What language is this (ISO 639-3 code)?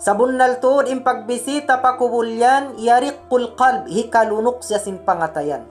tsg